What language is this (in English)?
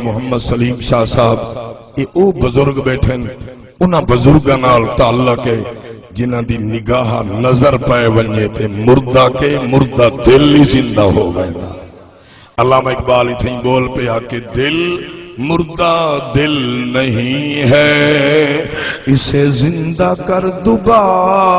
Saraiki